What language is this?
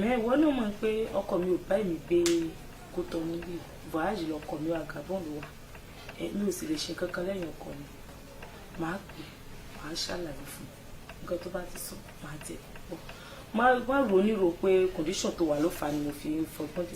Yoruba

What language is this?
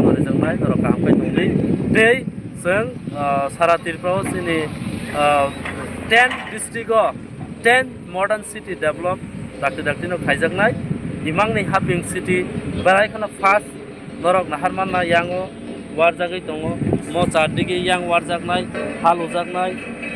Kok Borok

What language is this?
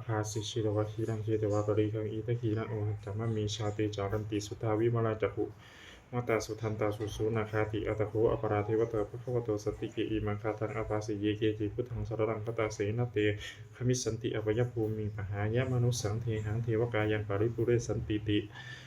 Pali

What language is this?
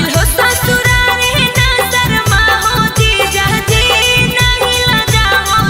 Magahi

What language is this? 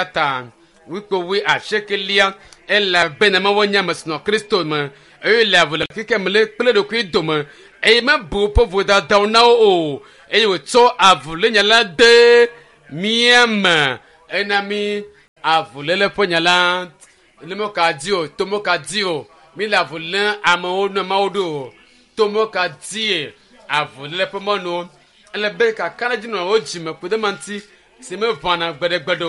Ewe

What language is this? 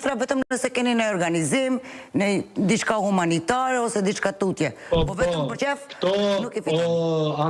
Albanian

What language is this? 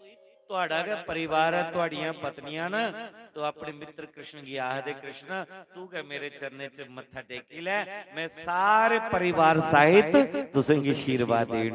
Dogri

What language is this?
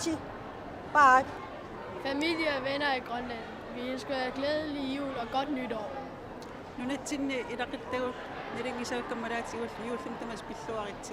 Kalaallisut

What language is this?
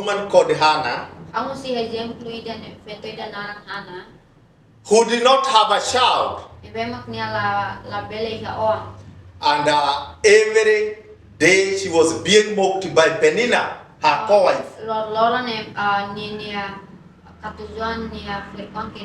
Tetum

